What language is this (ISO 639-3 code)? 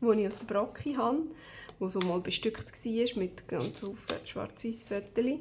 gsw